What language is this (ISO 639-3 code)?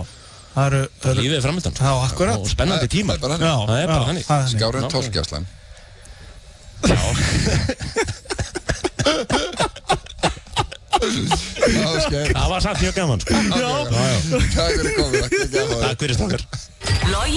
isl